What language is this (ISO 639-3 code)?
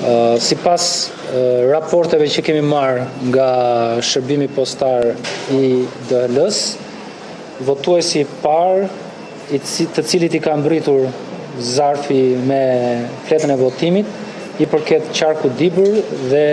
sqi